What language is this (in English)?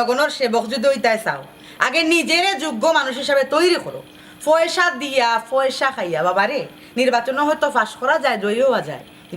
Sylheti